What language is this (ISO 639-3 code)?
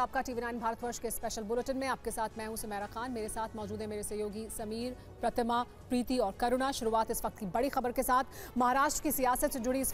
hin